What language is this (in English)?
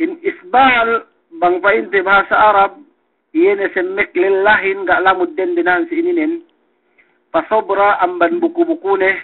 Yakan